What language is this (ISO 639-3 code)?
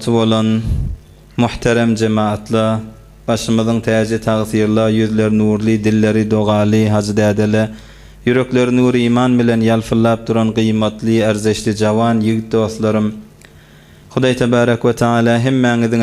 tuk